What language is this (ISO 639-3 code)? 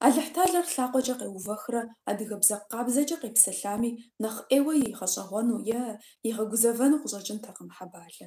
kbd